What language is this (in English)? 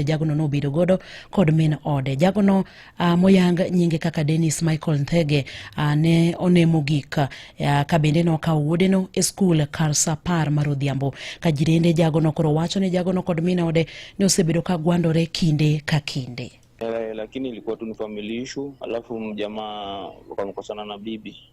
Luo (Kenya and Tanzania)